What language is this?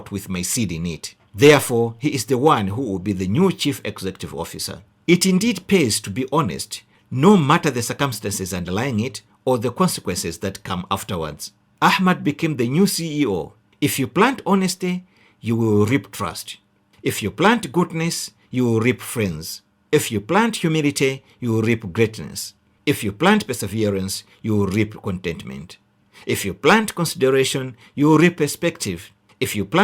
English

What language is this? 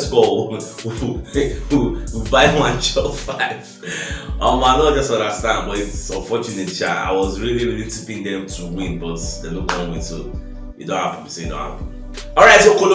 Nigerian Pidgin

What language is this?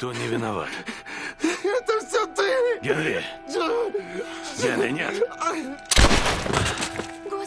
Russian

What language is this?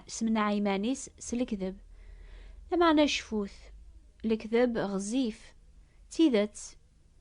Kabyle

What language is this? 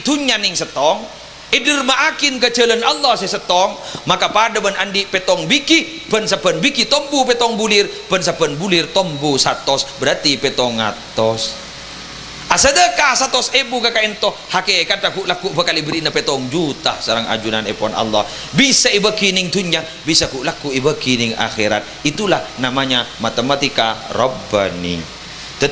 Madurese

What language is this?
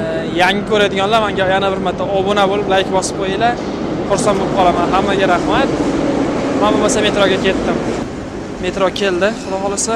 Uzbek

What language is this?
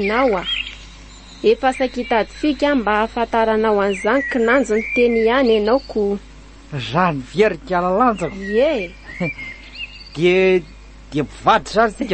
Malagasy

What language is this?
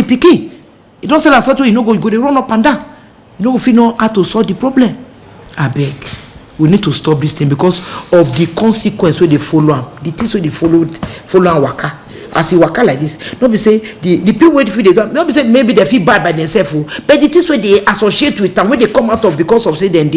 Nigerian Pidgin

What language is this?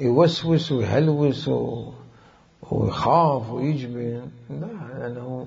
Mesopotamian Arabic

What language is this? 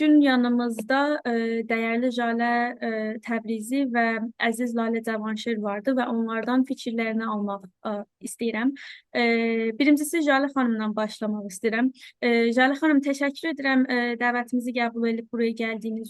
South Azerbaijani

